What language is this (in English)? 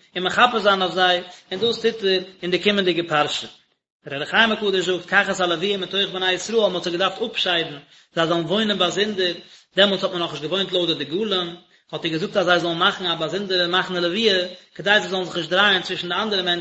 Yiddish